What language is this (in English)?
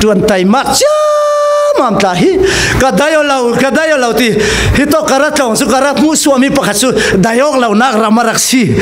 Falam Chin